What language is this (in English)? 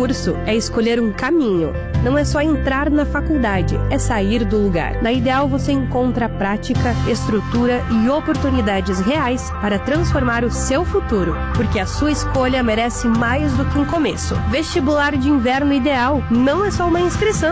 Portuguese